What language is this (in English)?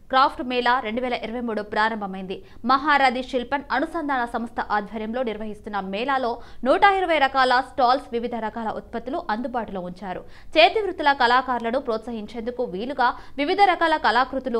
Telugu